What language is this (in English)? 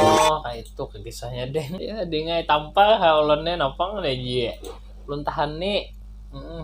Banjar